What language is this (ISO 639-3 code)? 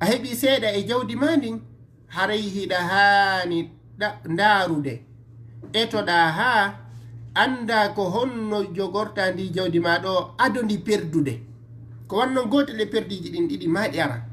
ful